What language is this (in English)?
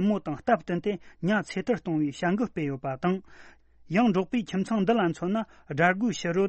Tibetan